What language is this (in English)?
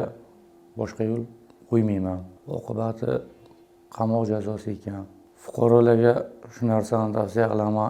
Uzbek